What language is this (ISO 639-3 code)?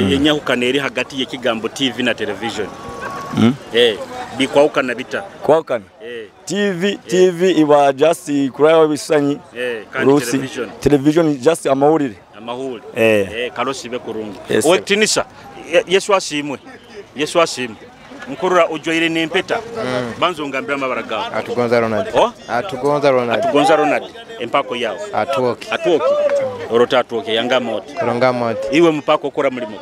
nyo